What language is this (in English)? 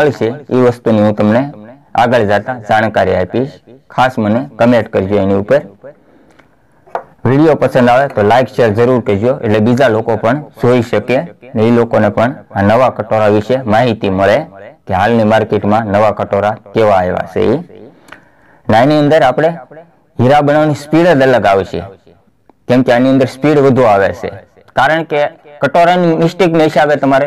Gujarati